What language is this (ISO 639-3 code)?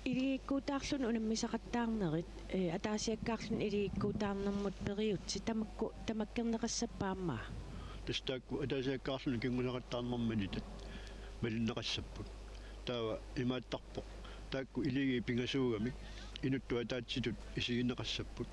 kal